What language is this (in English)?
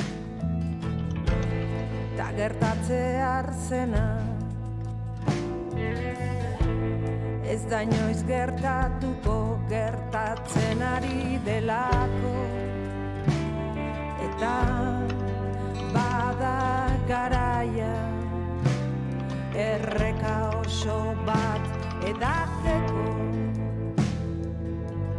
Basque